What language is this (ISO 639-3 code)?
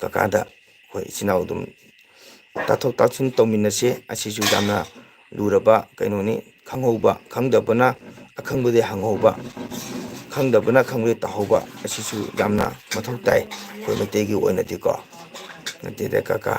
mni